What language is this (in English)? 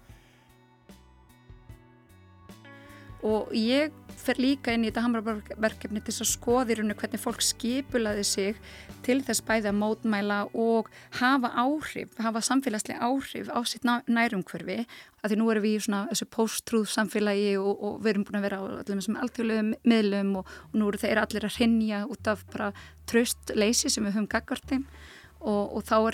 Icelandic